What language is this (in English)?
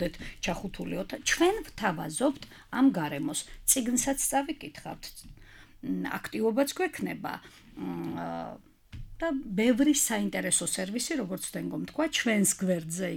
Georgian